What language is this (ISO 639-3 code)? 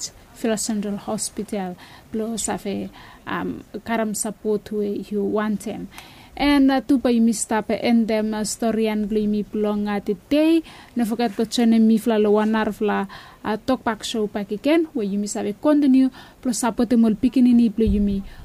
bis